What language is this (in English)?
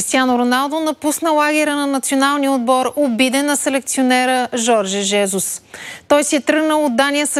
Bulgarian